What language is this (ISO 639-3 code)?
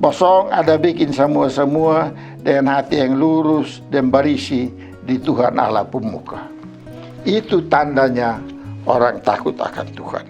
mkn